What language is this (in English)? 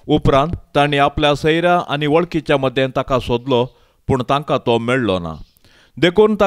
Konkani